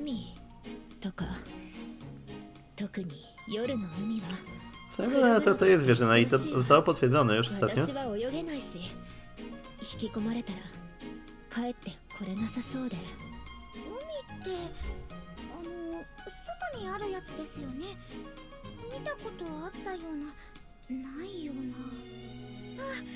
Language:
Polish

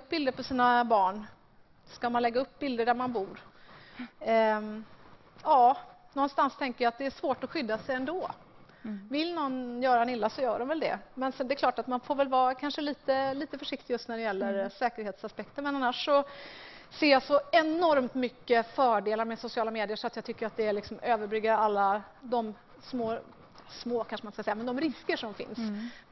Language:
Swedish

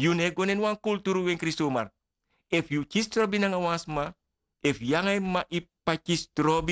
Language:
Sranan Tongo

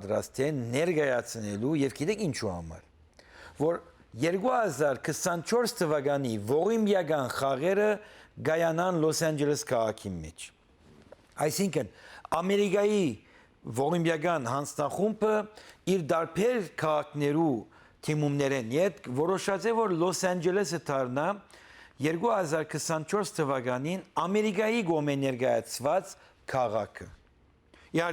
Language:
Western Armenian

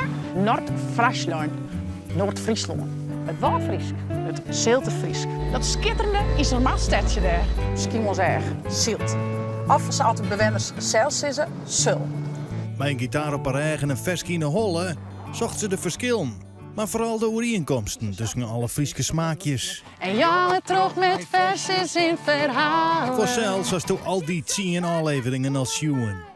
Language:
Western Frisian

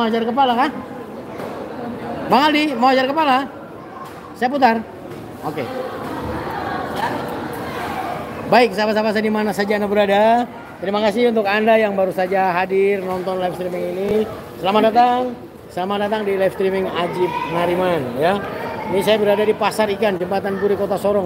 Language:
Indonesian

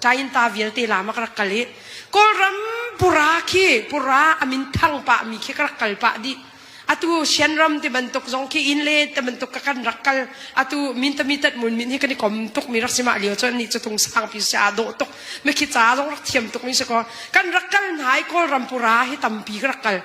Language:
Hakha Chin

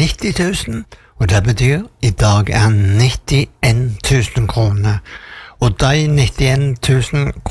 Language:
Norwegian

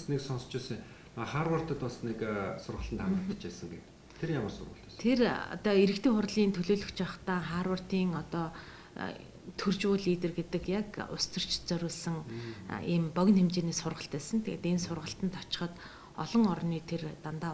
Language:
Mongolian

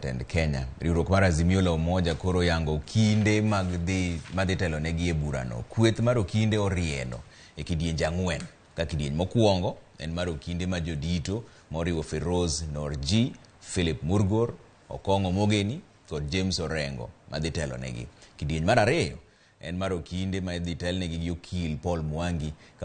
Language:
Luo (Kenya and Tanzania)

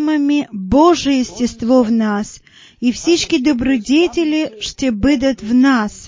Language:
Bulgarian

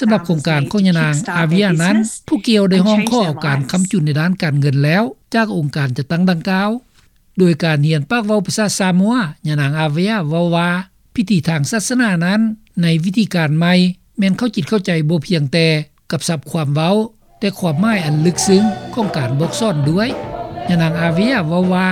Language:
Lao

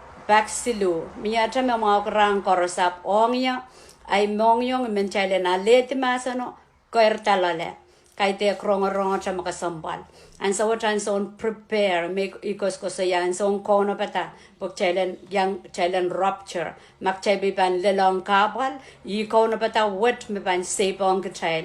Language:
Pohnpeian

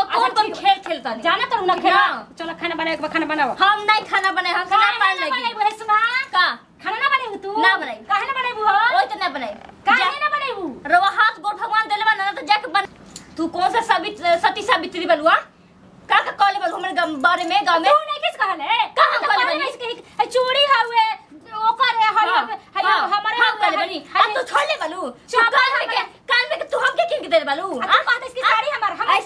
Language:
Bhojpuri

